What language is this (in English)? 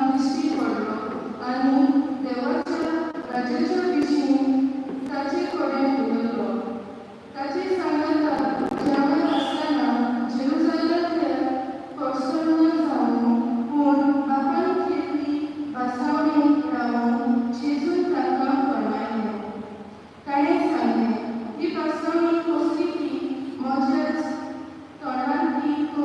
Konkani